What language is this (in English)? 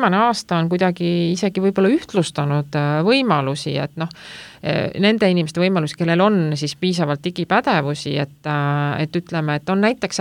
Estonian